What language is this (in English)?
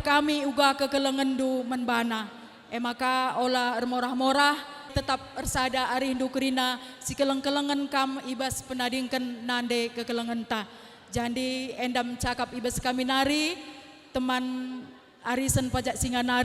Batak Karo